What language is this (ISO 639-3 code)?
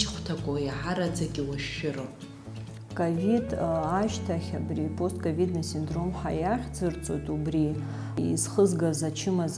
abk